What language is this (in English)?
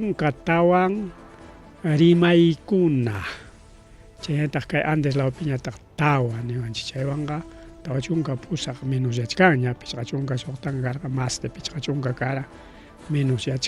Ayacucho Quechua